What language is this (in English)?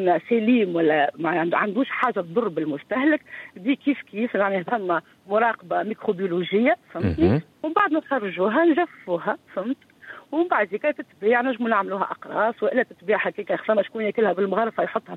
Tunisian Arabic